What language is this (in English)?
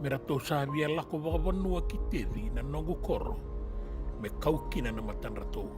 Fijian